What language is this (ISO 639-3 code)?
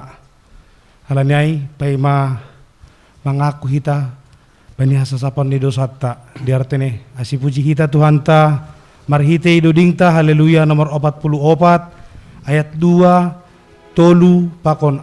bts